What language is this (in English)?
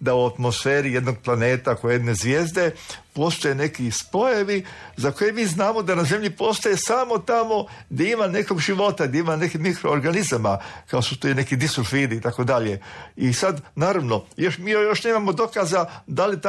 Croatian